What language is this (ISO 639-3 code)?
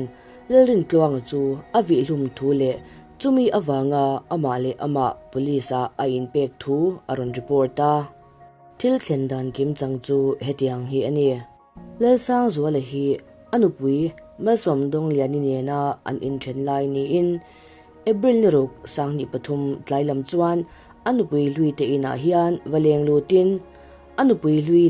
lus